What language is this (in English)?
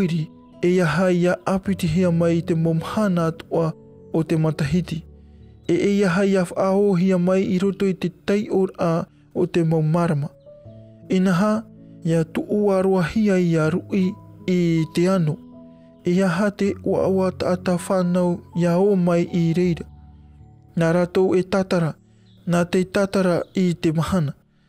Tahitian